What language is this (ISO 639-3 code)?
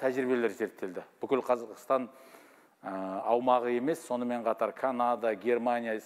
kaz